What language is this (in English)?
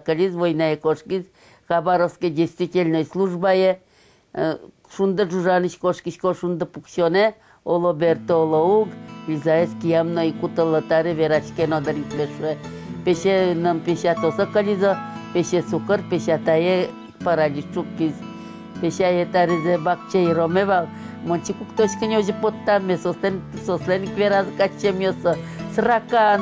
Udmurt